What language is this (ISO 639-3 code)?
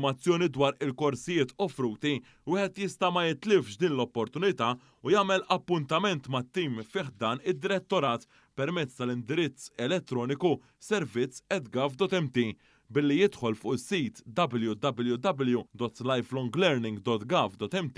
mlt